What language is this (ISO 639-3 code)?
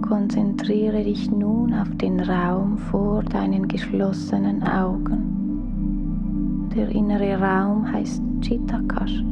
gsw